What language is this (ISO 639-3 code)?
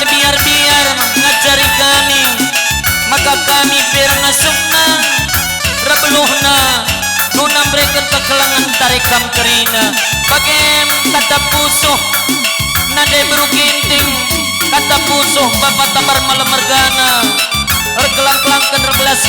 btx